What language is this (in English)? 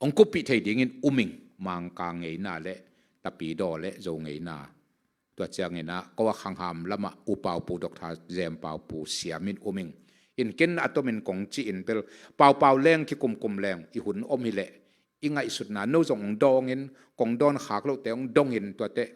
Tedim Chin